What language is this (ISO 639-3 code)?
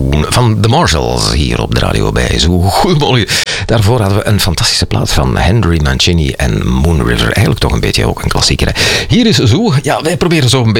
nld